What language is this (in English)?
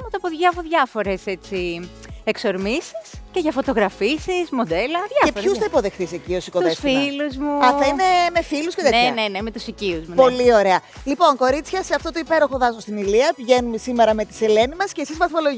Greek